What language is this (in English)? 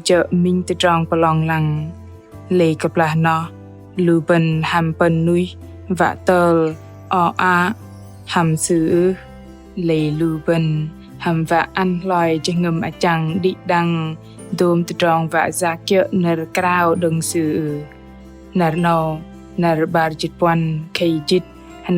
Bahnar